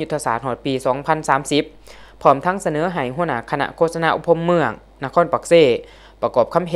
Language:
Lao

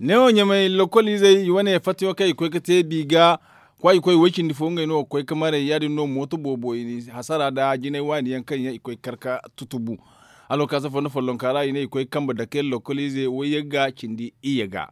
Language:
Zarma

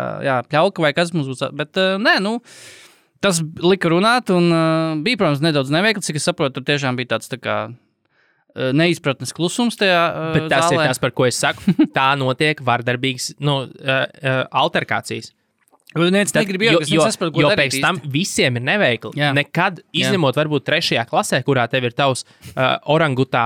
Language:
Latvian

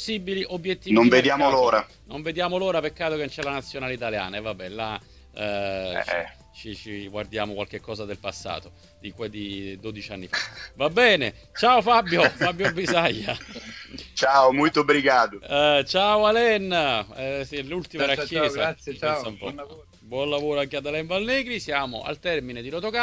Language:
Italian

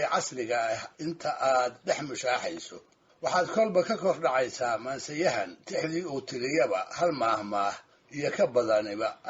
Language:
Somali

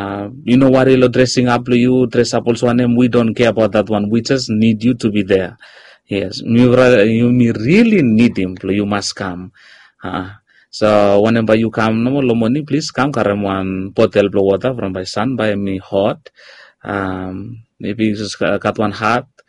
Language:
Bislama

